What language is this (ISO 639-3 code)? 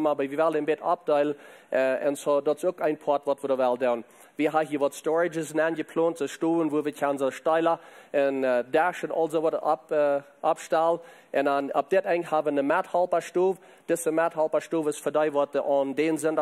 pdt